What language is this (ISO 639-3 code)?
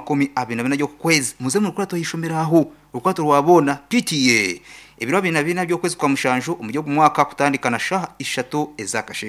nyn